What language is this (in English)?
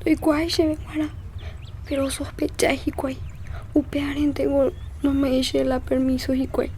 Guarani